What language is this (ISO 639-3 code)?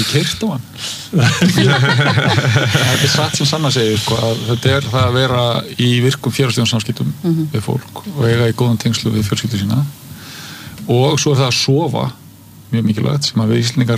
isl